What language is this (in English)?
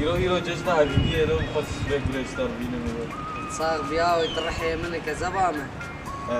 Kurdish